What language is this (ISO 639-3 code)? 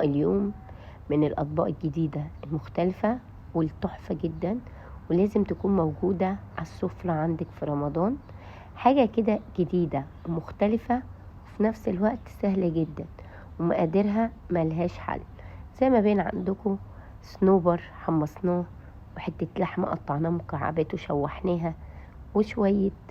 arz